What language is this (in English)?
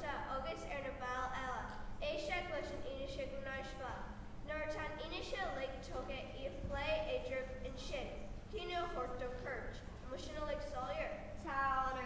Irish